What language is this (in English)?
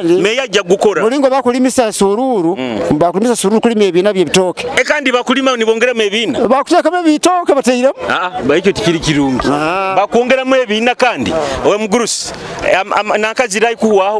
Nyoro